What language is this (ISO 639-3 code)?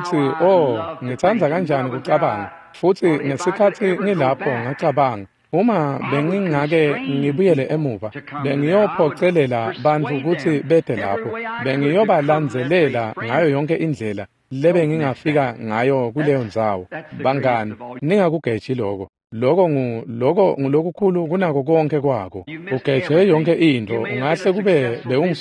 ssw